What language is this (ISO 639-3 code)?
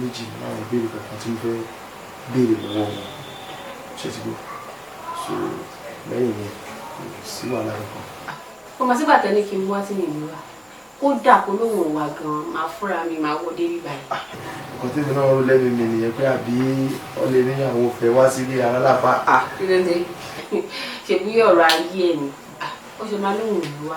yor